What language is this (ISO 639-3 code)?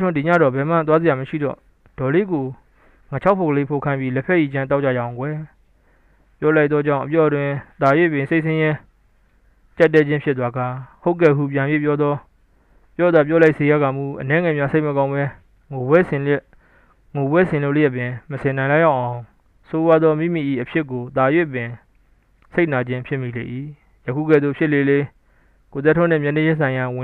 mya